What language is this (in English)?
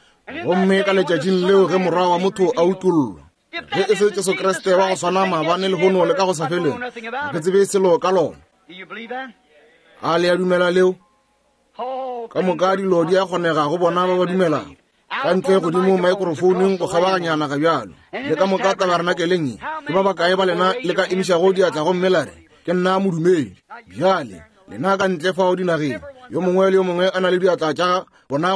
Northern Sotho